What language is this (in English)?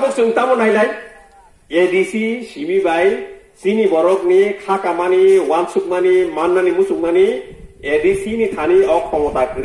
Kok Borok